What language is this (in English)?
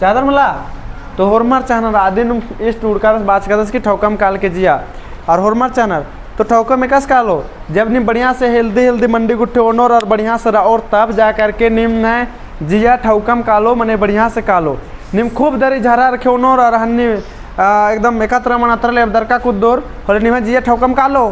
Kurukh